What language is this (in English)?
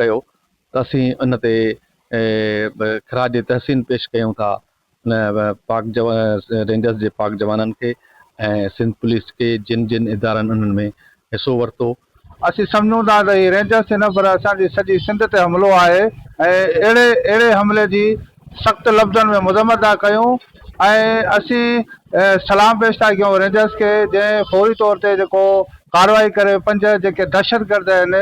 Sindhi